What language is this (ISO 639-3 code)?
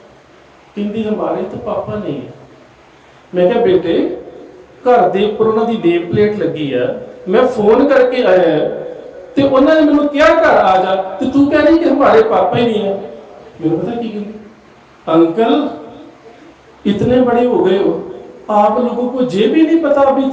pan